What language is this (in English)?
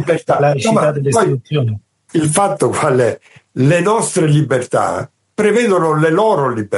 Italian